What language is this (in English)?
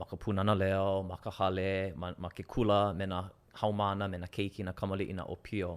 Hawaiian